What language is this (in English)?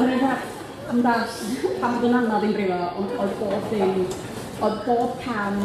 Welsh